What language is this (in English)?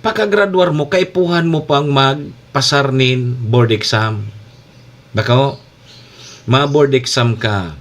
Bikol